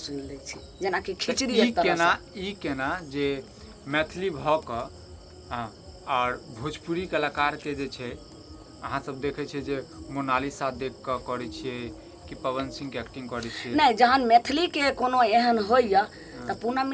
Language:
Maithili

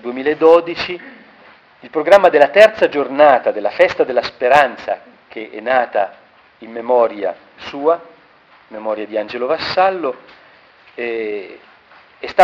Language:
Italian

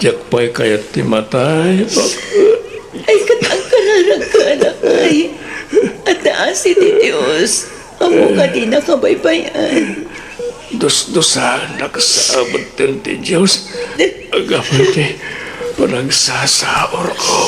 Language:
Iloko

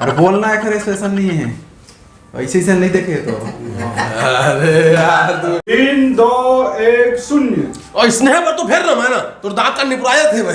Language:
Chhattisgarhi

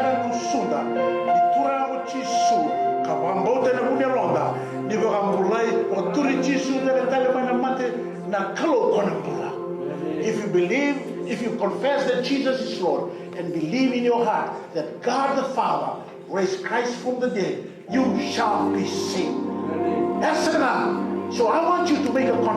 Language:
Fijian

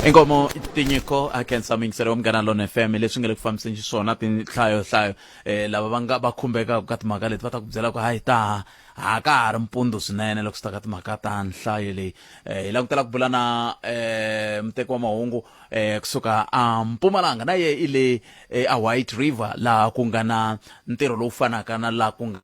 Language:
Tsonga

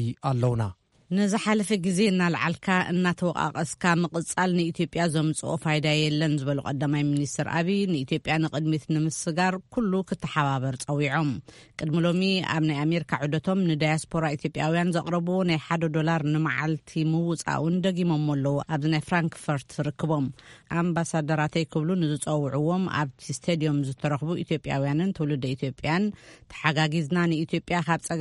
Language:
Tigrinya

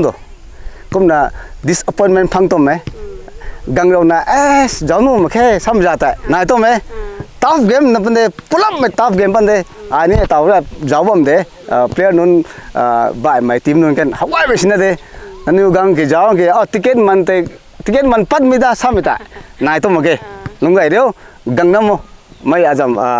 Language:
Rongmei Naga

